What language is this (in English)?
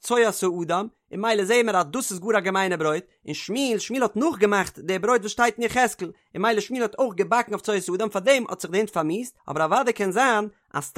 Yiddish